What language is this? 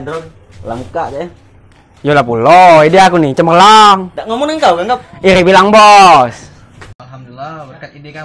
Musi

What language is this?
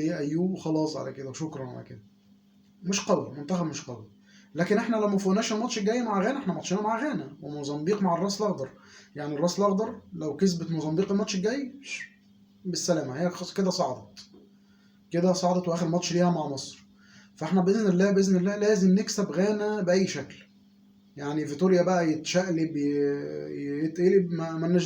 Egyptian Arabic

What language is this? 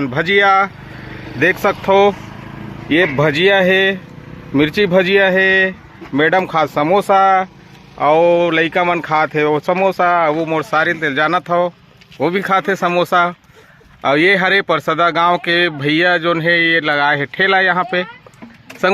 Chhattisgarhi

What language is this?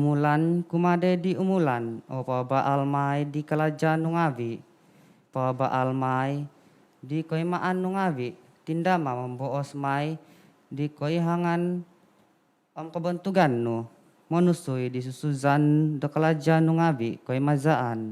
Central Dusun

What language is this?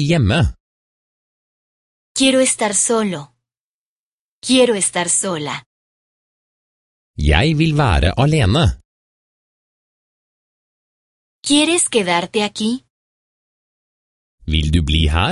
Norwegian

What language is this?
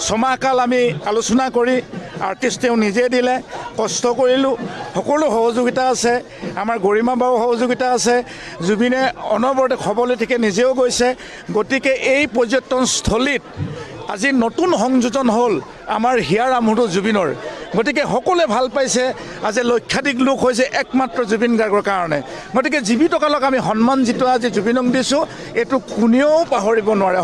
Assamese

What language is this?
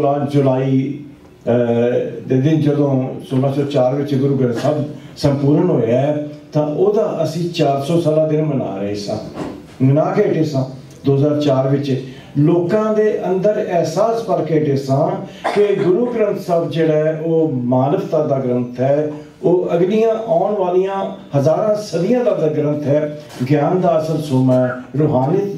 Punjabi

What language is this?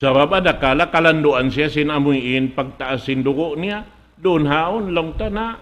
Tausug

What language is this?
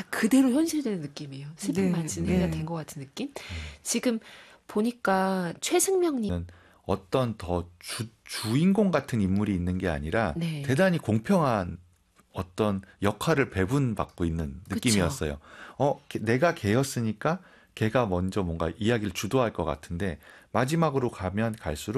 Korean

